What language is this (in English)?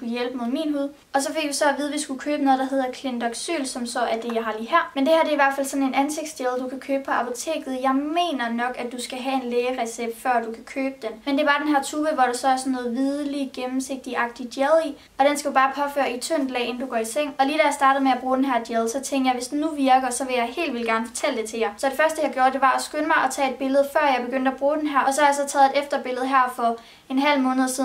Danish